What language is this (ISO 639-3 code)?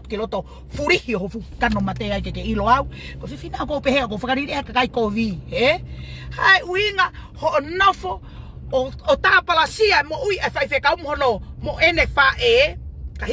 ton